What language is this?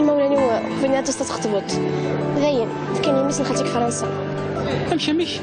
Kabyle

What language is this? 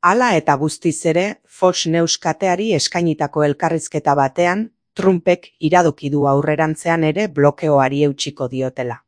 Basque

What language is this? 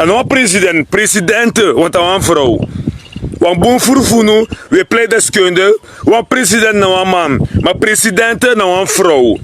Sranan Tongo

